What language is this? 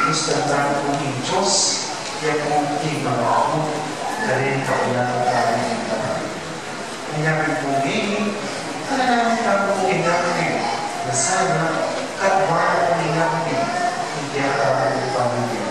Pampanga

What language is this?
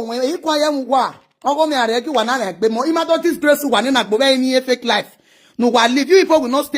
Nigerian Pidgin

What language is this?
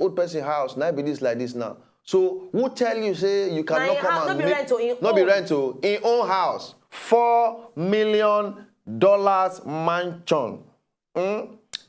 Nigerian Pidgin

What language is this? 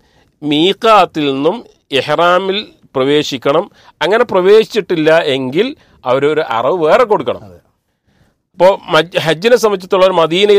Malayalam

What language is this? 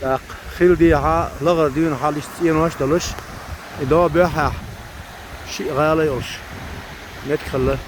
Chechen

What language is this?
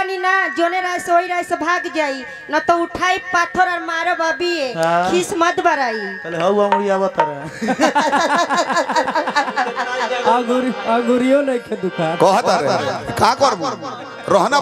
Bhojpuri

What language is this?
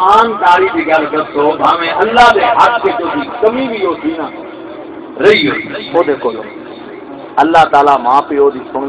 Saraiki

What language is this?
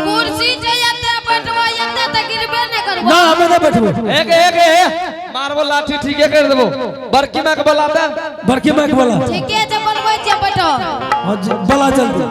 Angika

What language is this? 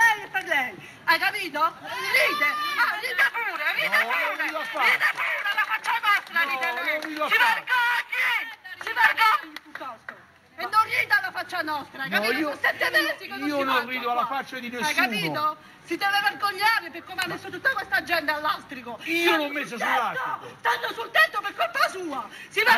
Italian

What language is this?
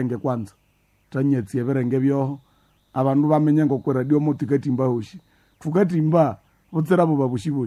Nande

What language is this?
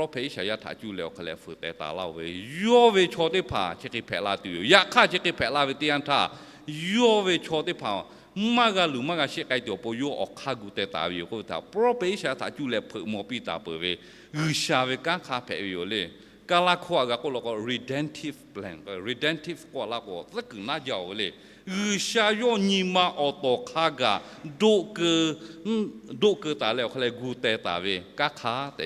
Lahu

